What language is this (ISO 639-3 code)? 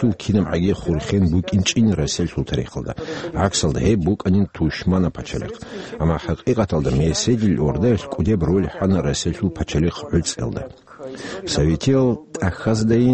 ava